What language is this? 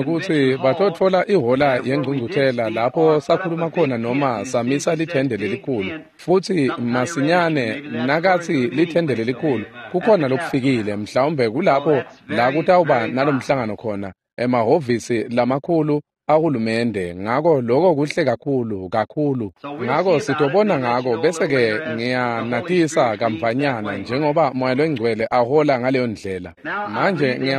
Swati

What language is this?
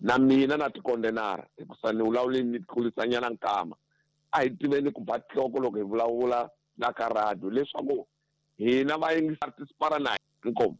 Tsonga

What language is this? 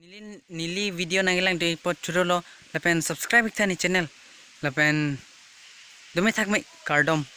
Karbi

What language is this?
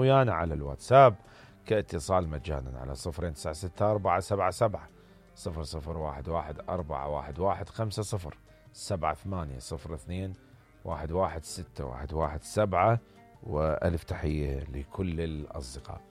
Mesopotamian Arabic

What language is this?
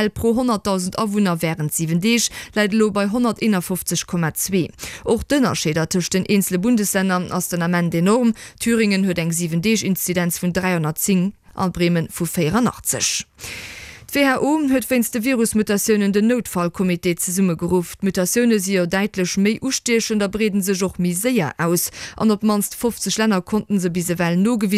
Luxembourgish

